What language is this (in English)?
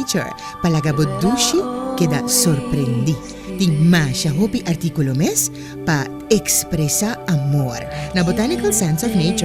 Papiamento